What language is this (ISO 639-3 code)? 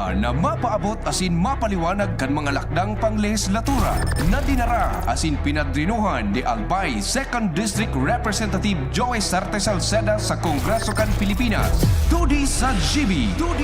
bik